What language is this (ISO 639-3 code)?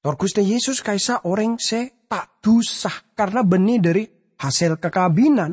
mad